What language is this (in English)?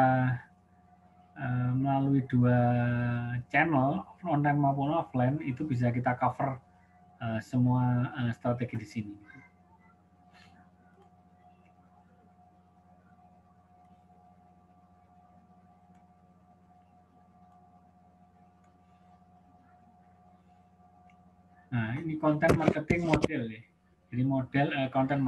Indonesian